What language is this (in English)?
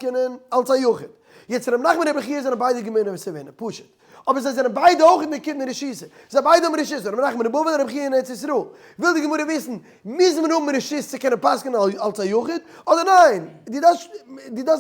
Yiddish